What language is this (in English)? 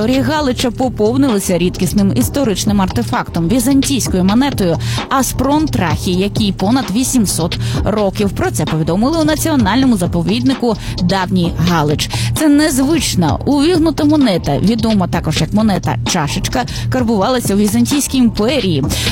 Ukrainian